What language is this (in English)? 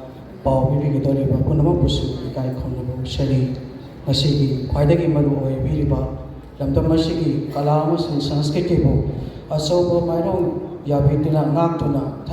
Manipuri